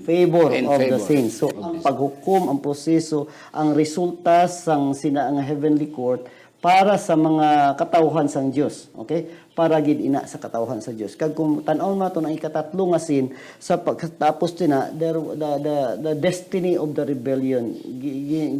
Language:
Hiligaynon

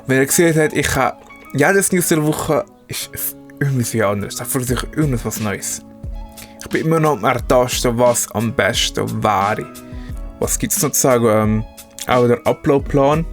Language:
Swiss German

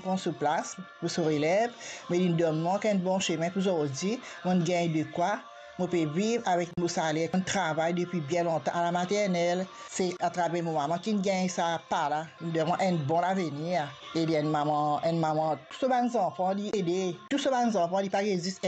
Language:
Morisyen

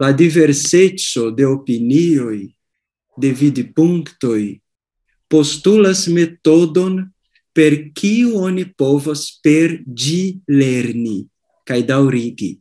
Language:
Esperanto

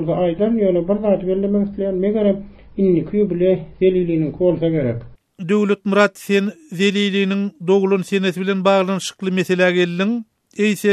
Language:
Turkmen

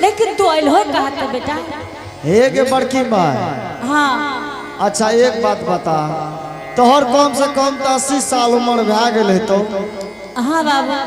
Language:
Angika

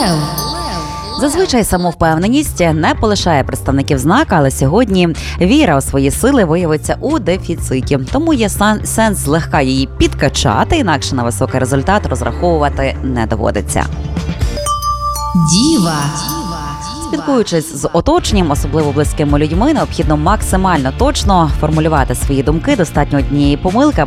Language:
Ukrainian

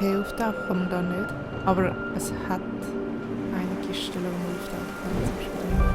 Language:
Swiss German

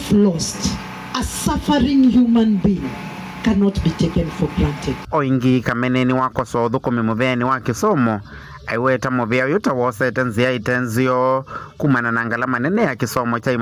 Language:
Kamba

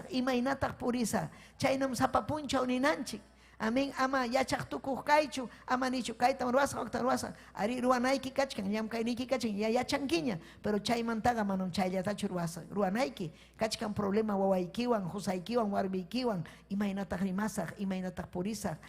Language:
Ayacucho Quechua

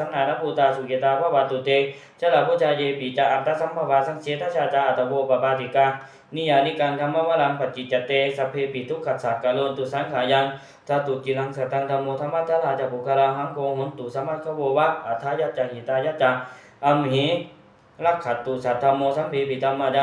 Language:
Pali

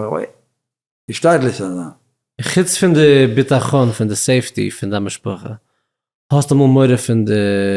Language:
Yiddish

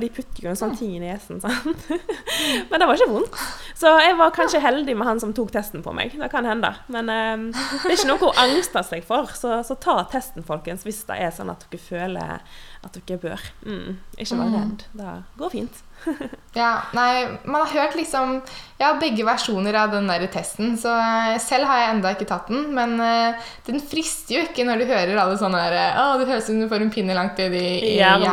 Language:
Norwegian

